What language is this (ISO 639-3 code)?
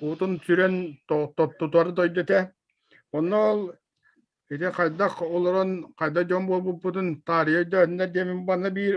sah